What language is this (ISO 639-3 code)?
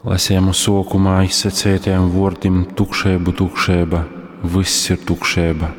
ltg